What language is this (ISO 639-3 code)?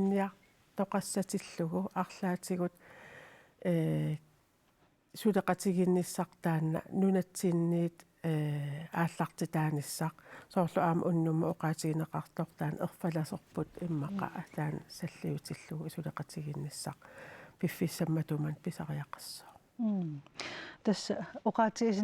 kal